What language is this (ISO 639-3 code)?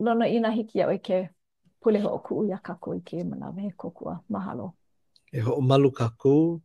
haw